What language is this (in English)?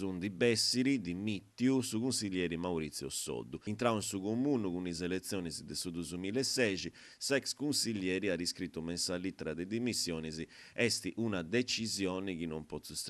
Sardinian